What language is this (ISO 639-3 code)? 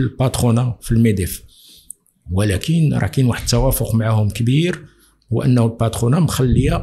ary